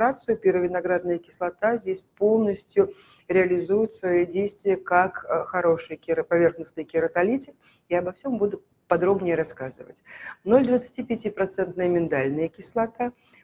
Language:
Russian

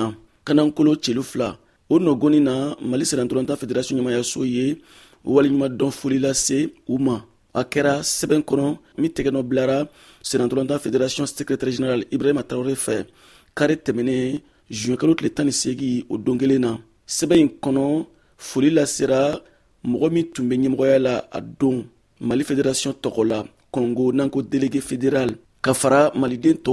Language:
Bambara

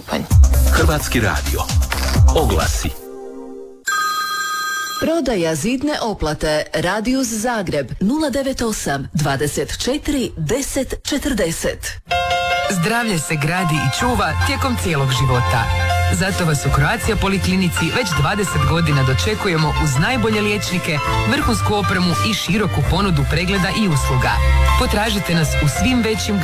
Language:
Croatian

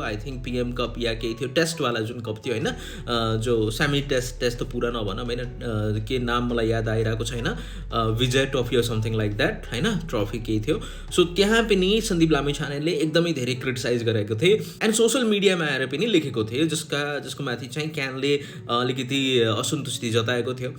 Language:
Nepali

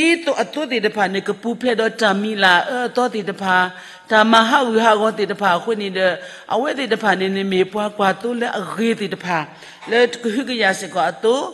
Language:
S'gaw Karen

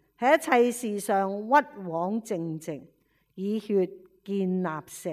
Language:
Cantonese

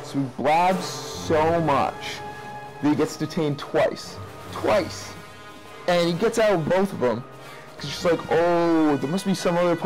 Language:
English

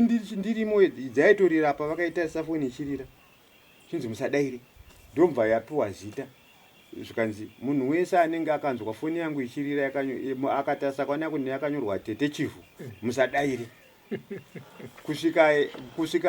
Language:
Shona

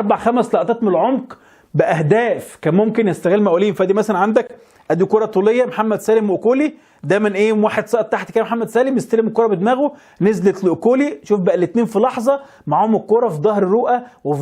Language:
Egyptian Arabic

